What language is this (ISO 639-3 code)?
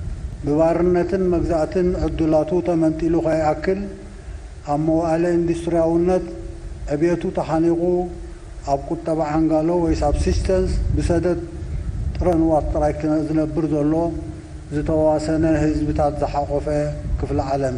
tir